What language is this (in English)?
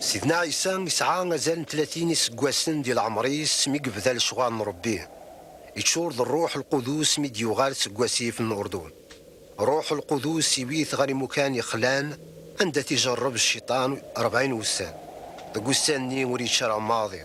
Kabyle